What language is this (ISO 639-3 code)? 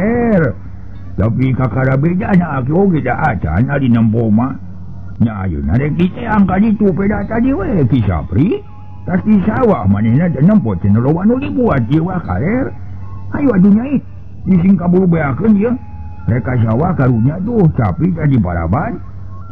sun